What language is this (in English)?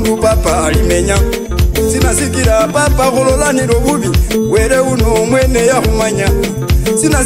Luyia